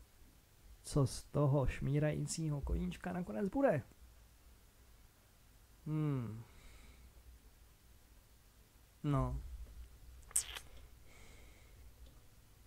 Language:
Czech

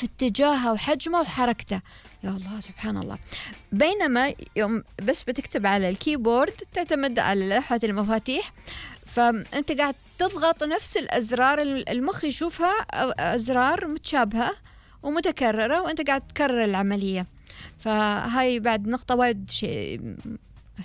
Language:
Gulf Arabic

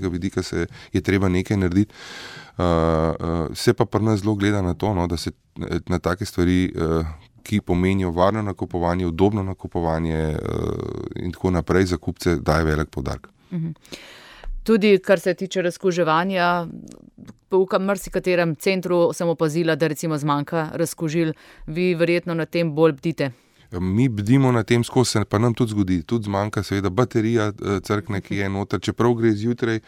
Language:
Slovenian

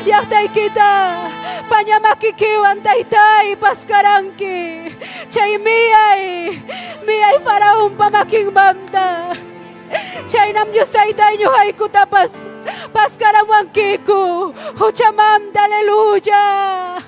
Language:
Ayacucho Quechua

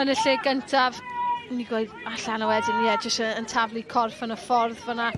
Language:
Welsh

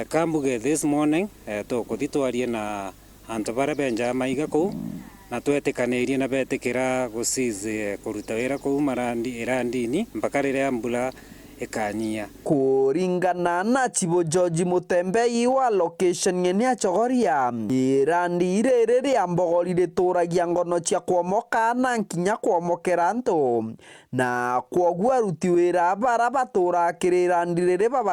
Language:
Meru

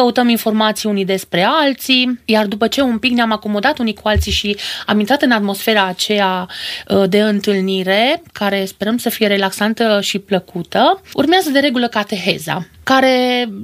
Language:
Romanian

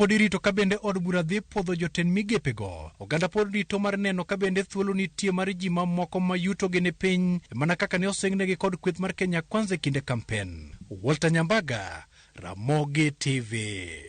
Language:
Luo (Kenya and Tanzania)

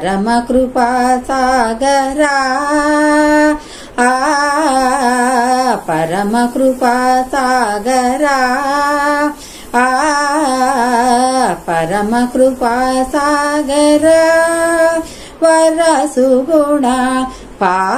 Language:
Telugu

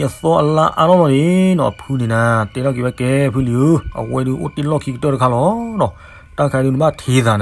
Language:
S'gaw Karen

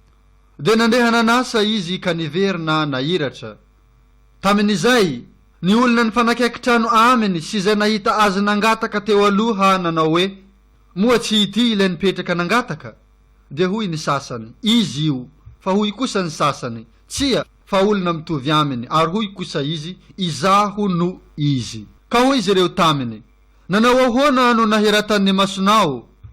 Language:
Malagasy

